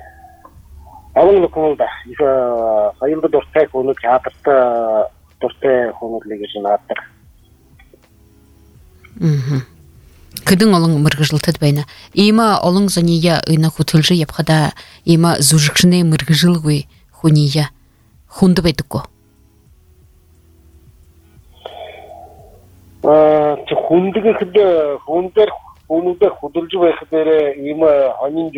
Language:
Buriat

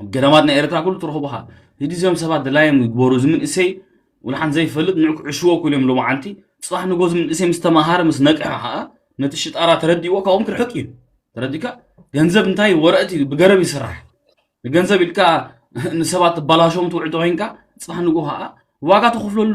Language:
Tigrinya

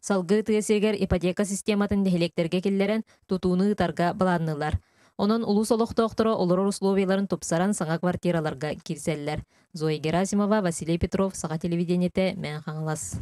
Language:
Yakut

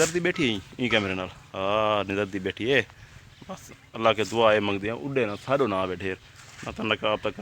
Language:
Saraiki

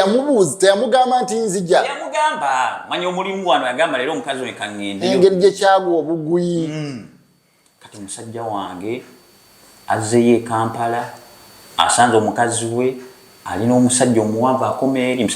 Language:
Ganda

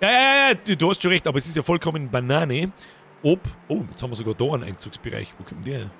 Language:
Bavarian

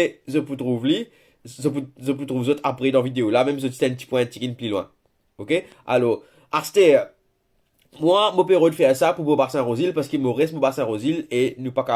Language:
Morisyen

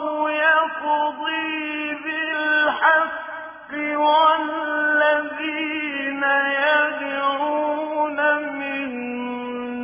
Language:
Arabic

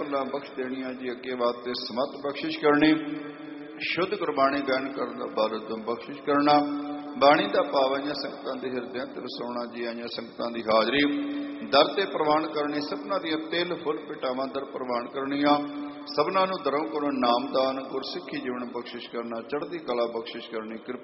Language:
Punjabi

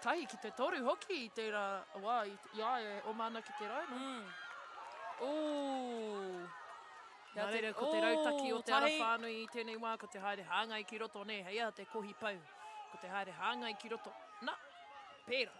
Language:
Māori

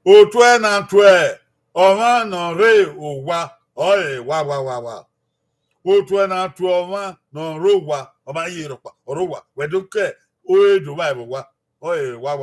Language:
Bini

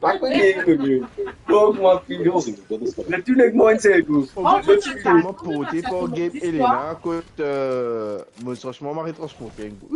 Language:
Morisyen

